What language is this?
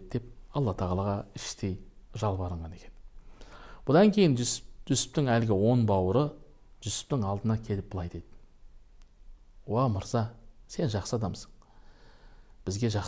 Kazakh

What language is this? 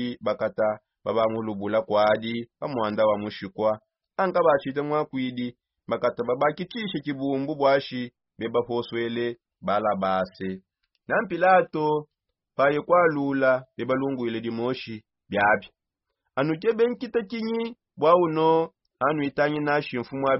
Songe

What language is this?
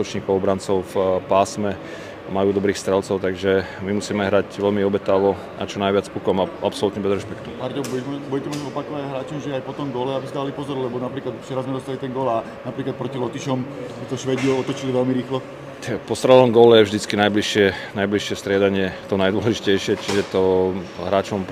Slovak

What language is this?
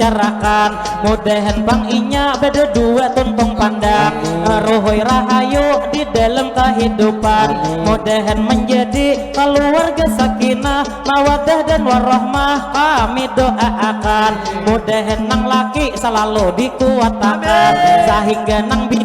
Banjar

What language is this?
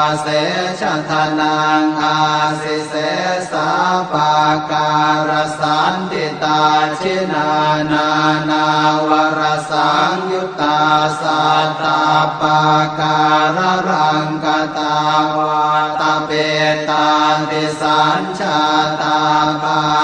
Pali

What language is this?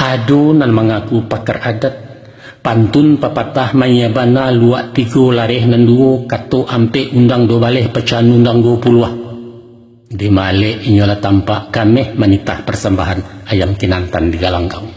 Minangkabau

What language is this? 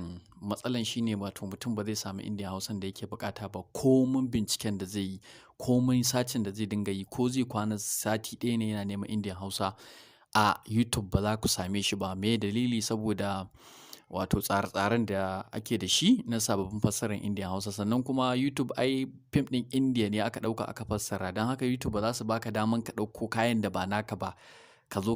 Hausa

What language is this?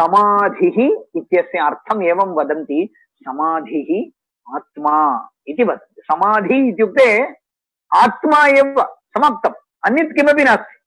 Sanskrit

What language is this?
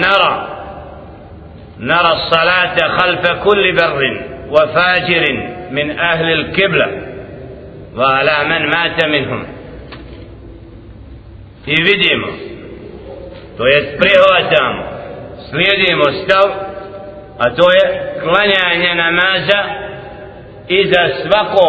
Bosnian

